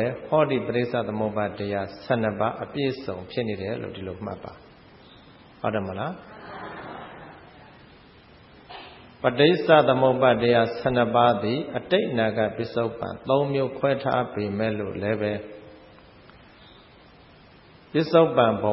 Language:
Burmese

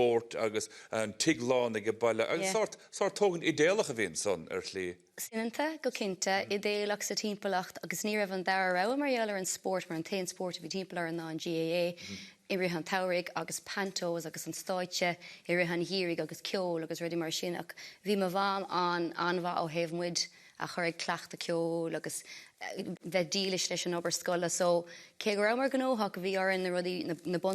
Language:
Irish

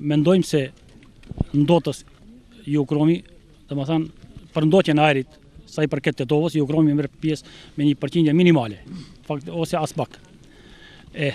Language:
Albanian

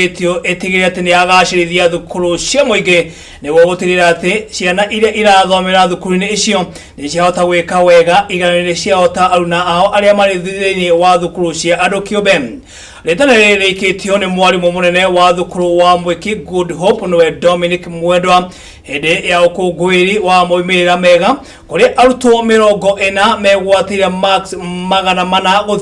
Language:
Kikuyu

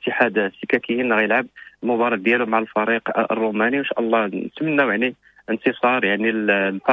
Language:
Moroccan Arabic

